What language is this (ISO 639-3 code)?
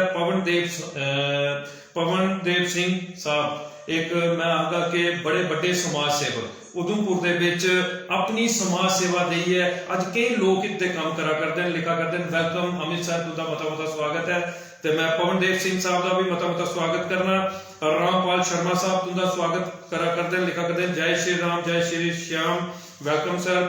doi